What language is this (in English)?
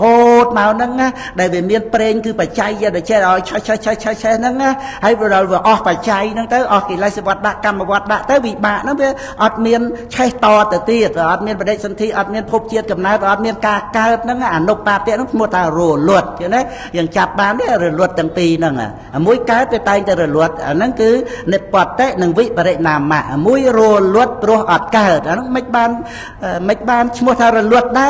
Khmer